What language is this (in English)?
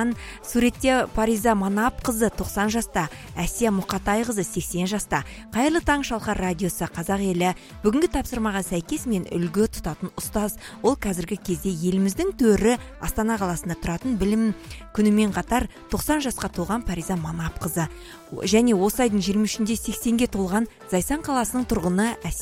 Kazakh